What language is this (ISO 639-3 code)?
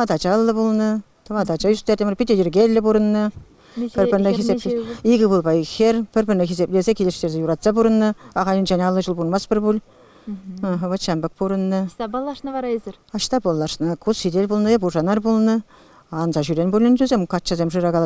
chv